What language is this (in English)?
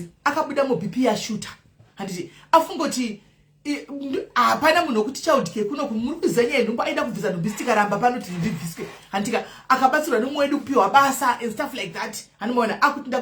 Shona